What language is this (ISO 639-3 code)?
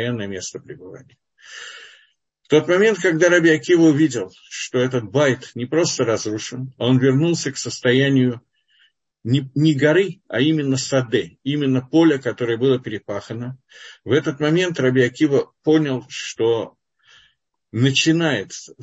rus